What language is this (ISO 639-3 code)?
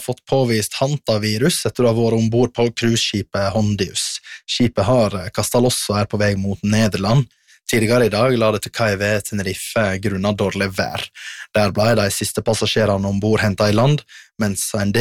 nor